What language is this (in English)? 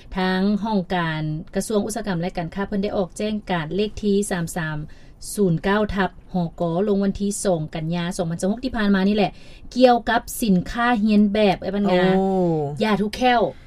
Lao